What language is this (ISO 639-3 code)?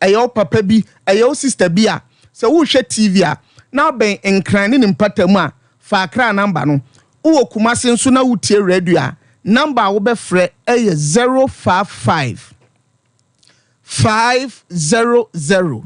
aka